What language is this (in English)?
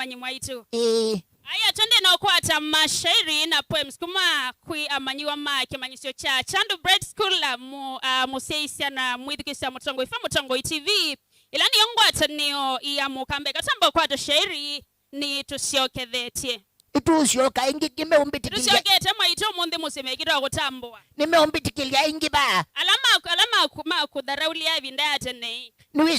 Kamba